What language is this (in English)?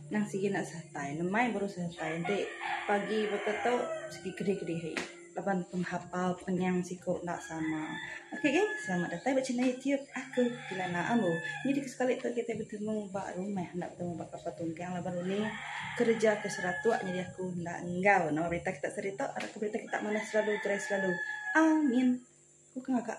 Iban